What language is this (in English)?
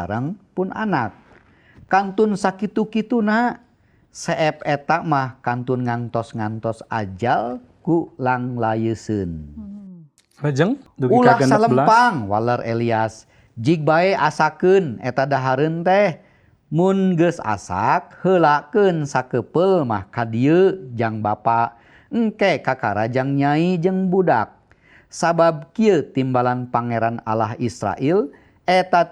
Sundanese